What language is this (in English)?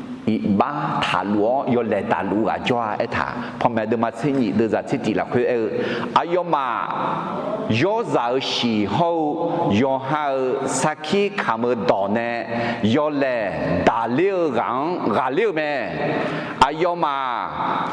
Akha